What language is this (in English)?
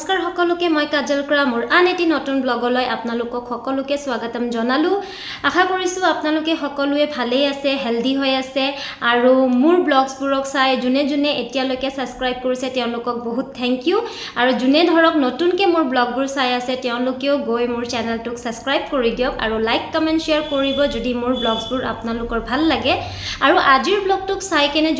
Assamese